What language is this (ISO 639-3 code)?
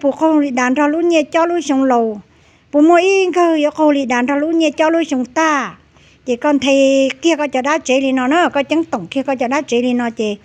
hmn